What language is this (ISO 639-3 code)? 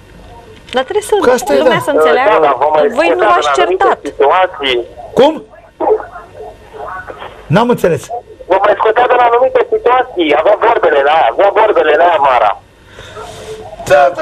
ron